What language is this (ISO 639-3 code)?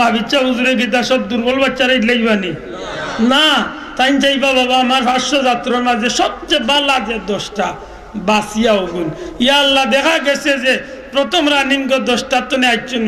syl